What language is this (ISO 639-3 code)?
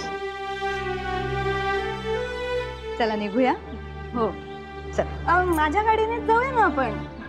mar